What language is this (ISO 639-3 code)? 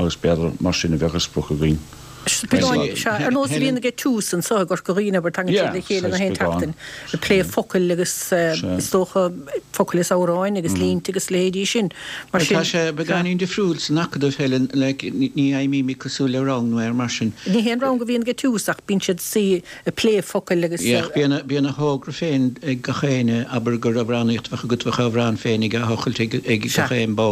gle